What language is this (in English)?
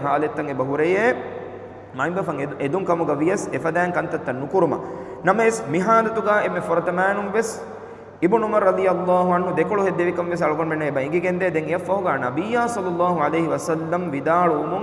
Divehi